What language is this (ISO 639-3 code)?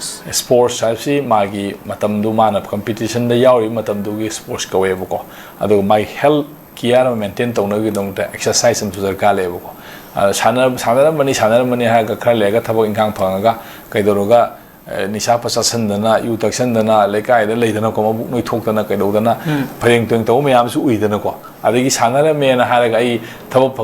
mni